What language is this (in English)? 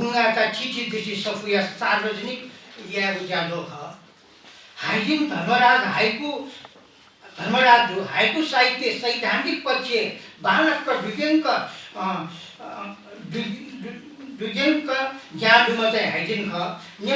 Newari